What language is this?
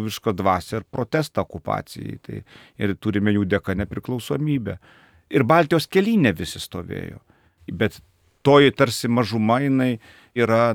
Lithuanian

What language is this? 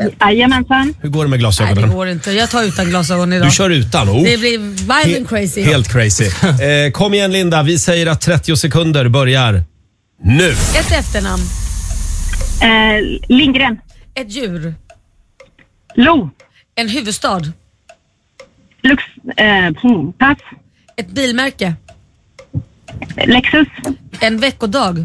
Swedish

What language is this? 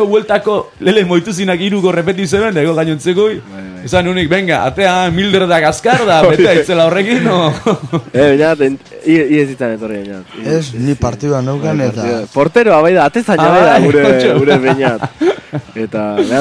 Basque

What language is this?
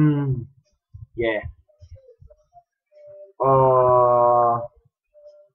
Danish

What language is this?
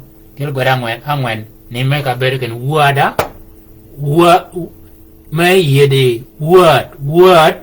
Shilluk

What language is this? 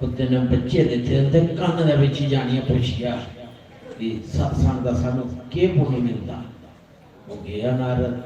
Dogri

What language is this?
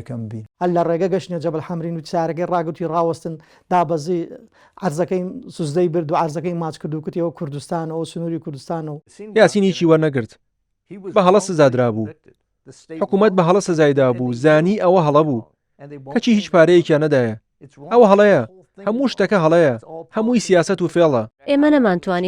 Central Kurdish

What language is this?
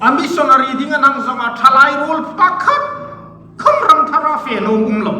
Hmar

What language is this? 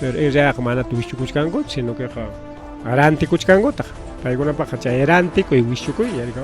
Ayacucho Quechua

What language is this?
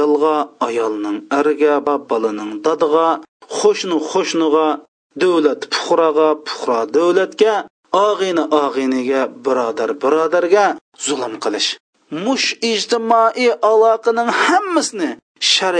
Uyghur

